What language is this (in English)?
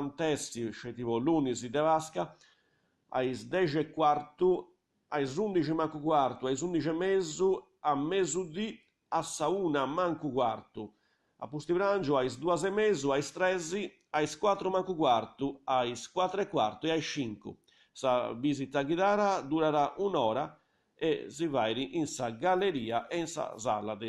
Sardinian